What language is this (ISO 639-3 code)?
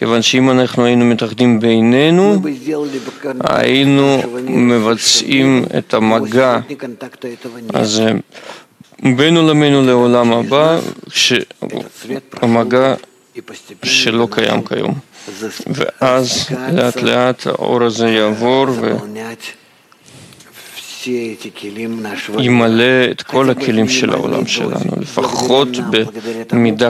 heb